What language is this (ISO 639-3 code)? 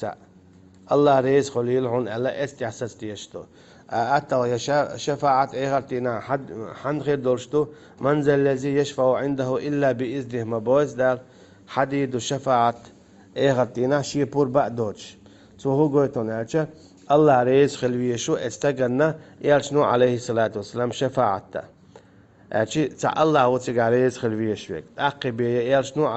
che